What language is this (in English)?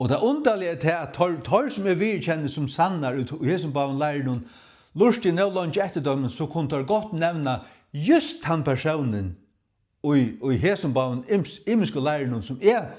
Faroese